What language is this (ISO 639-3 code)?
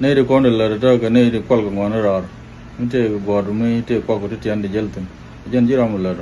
nus